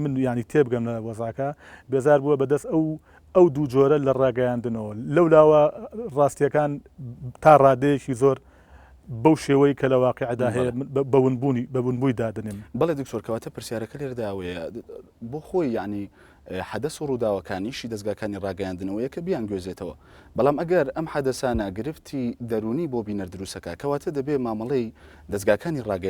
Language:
Central Kurdish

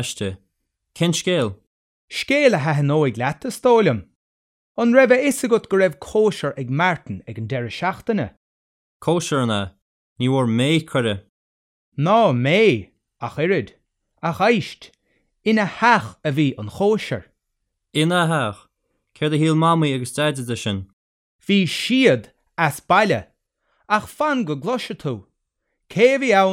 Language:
Irish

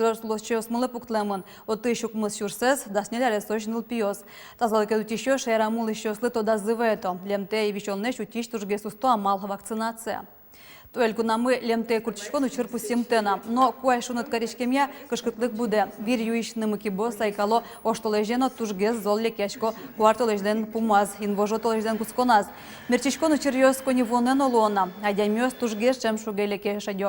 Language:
Udmurt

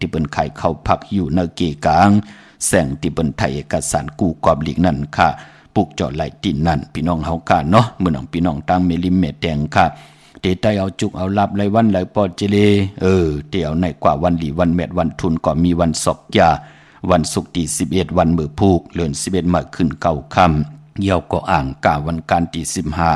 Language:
Shan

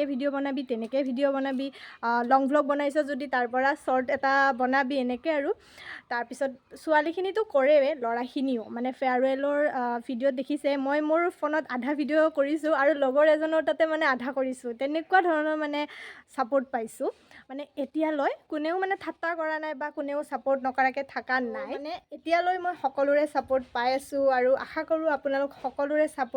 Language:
Assamese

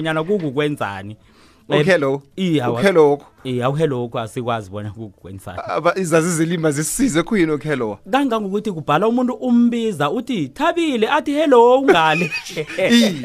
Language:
South Ndebele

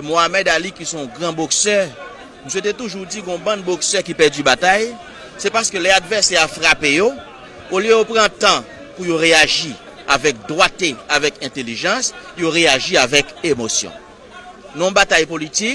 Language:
Haitian Creole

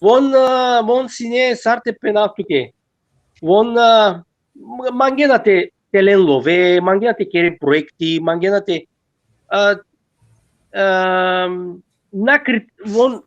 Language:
Balkan Romani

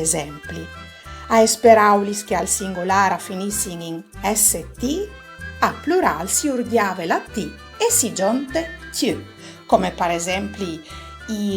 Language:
Friulian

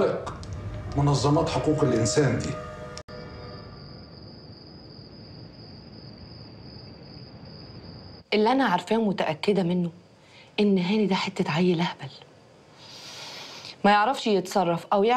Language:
Egyptian Arabic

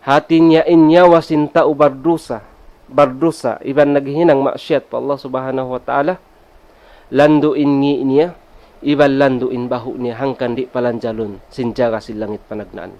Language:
Tausug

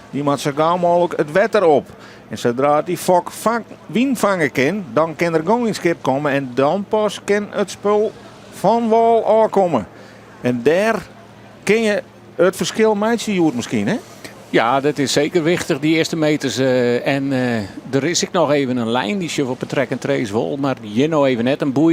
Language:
Western Frisian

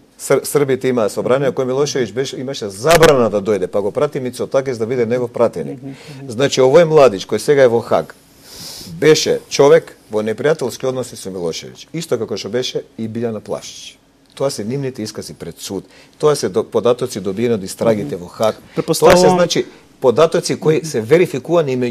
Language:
Macedonian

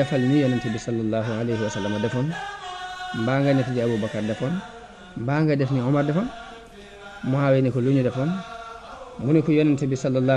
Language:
Wolof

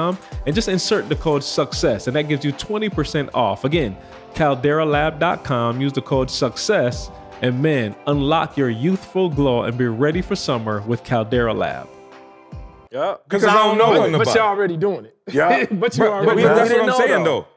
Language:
English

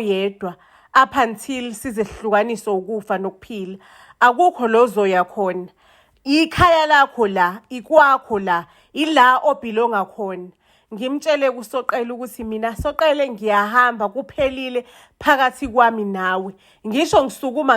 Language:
Zulu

